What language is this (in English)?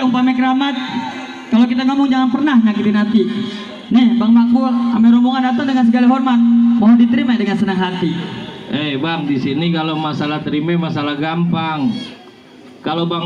Betawi